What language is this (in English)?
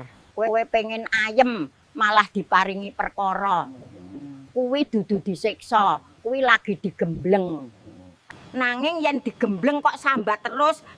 Javanese